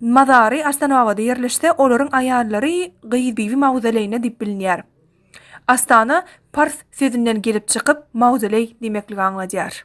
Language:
Turkmen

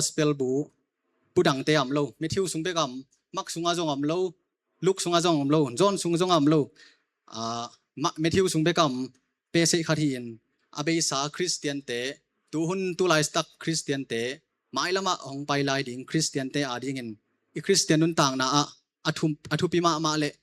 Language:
Tedim Chin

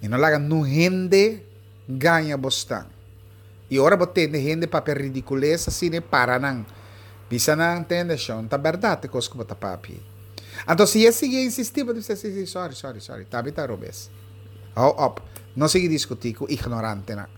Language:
Papiamento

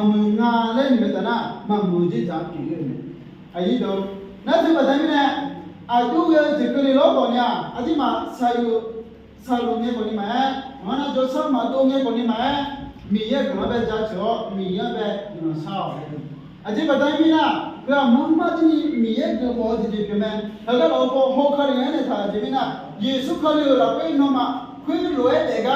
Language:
Akha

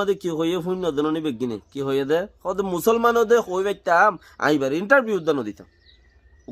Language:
Rohingya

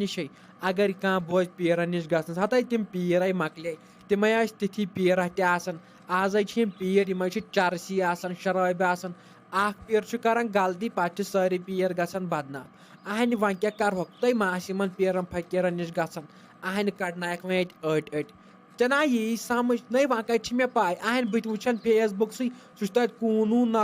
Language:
Kashmiri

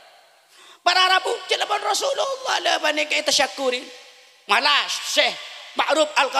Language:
Madurese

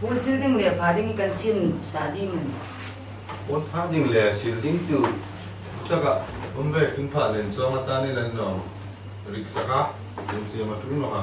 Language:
Hmar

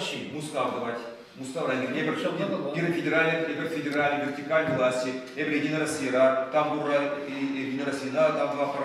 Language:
Chuvash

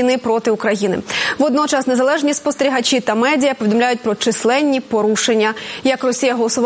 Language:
Ukrainian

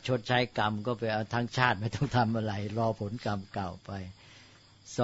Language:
Thai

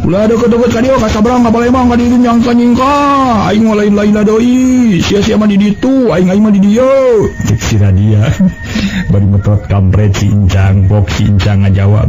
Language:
Sundanese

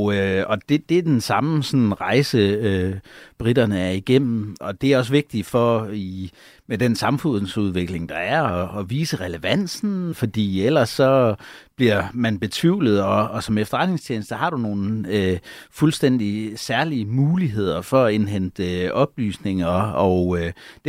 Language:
Danish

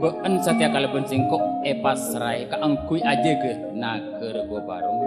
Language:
Madurese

